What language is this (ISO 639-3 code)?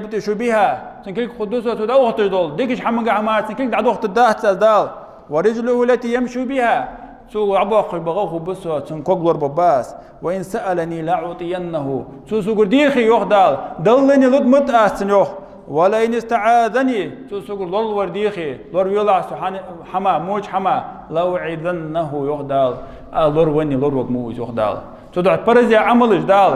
inh